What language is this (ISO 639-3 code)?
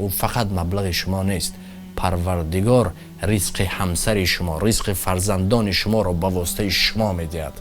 tgk